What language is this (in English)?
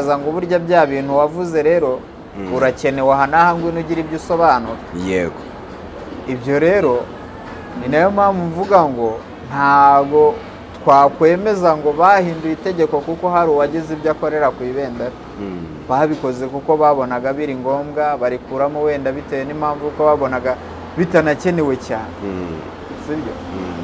Kinyarwanda